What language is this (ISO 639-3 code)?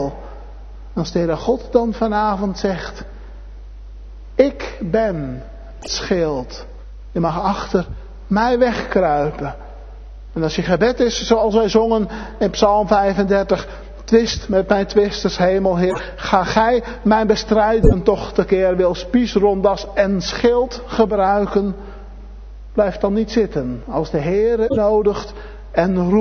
nld